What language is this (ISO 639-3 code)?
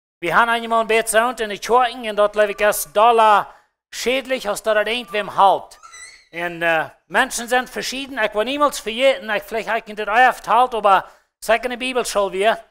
pdt